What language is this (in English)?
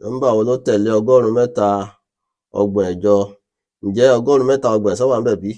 Yoruba